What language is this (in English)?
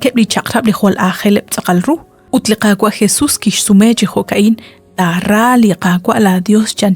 Kekchí